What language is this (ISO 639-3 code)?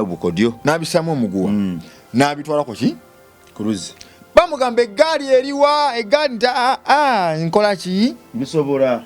lug